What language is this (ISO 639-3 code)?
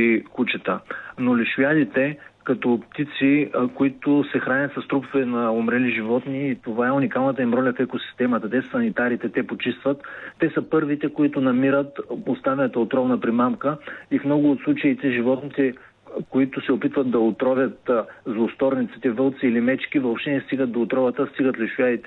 bul